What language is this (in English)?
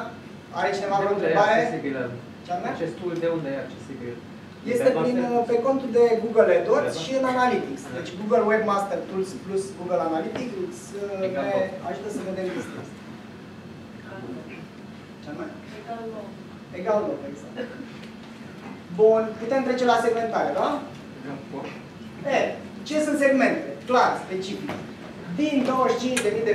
Romanian